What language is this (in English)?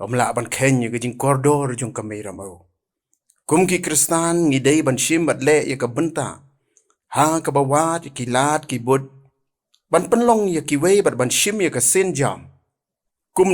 Khasi